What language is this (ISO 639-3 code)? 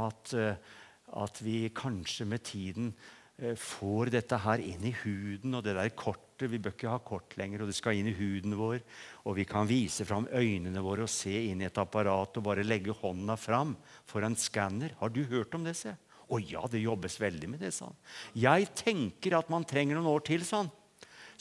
nor